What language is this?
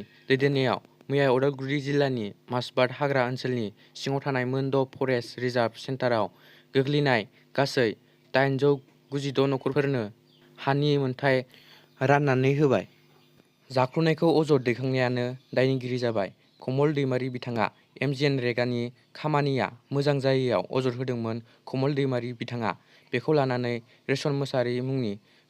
Bodo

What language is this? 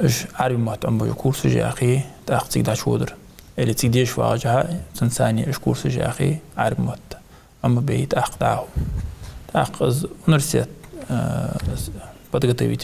Ingush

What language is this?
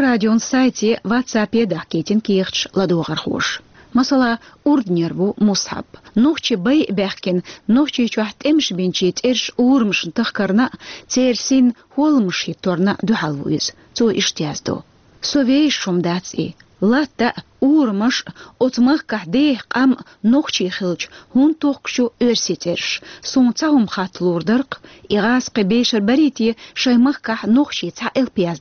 Chechen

